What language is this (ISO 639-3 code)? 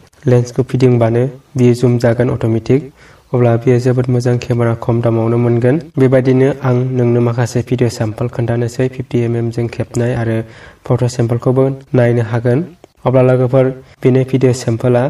brx